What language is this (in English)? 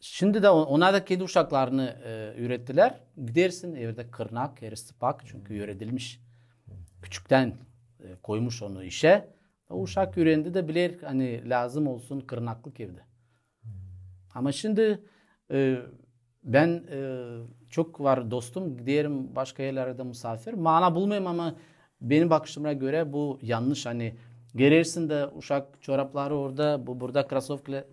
Gagauz